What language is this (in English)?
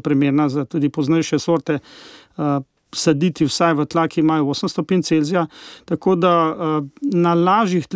Slovenian